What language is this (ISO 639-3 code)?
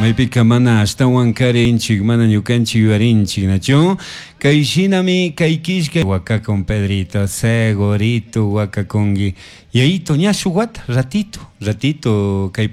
qug